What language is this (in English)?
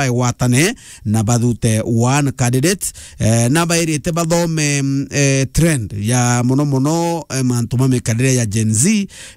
Meru